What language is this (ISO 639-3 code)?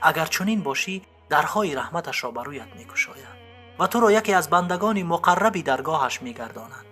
tgk